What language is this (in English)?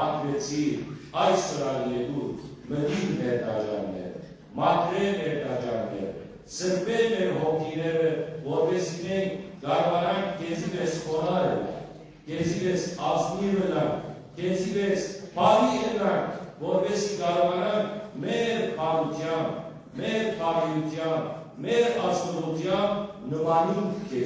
Western Armenian